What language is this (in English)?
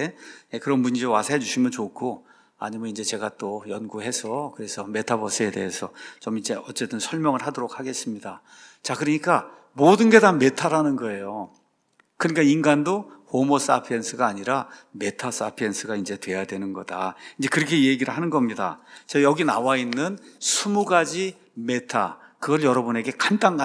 Korean